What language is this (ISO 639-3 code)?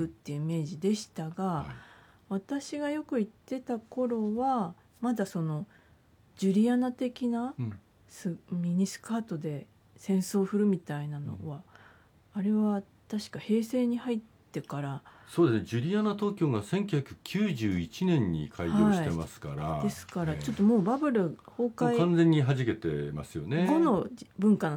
jpn